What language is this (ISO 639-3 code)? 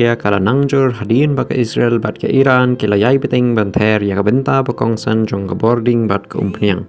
kha